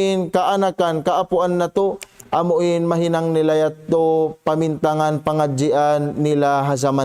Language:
Tausug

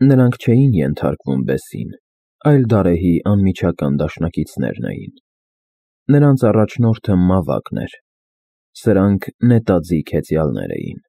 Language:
Armenian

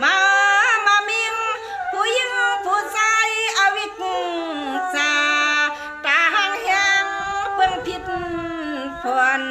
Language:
Shan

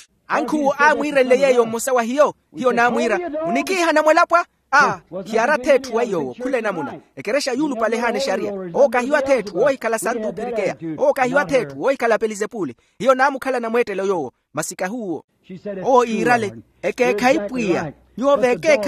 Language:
Makhuwa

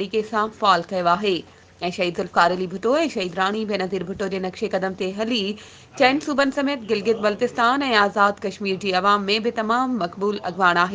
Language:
Sindhi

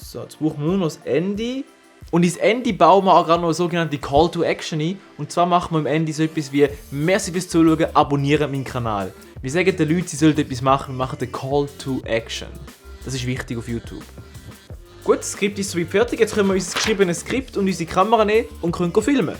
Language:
Swiss German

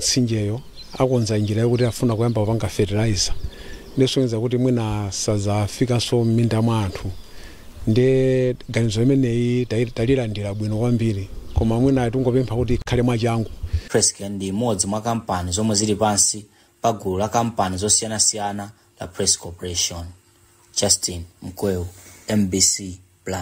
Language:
Nyanja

